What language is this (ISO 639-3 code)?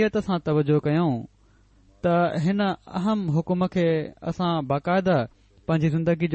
snd